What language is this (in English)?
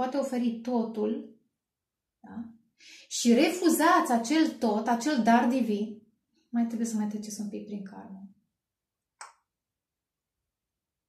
Romanian